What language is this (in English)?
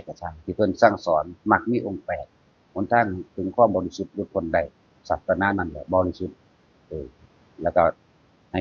Northeastern Thai